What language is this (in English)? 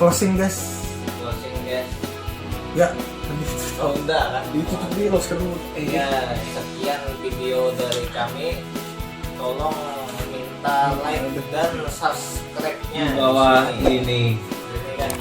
Banjar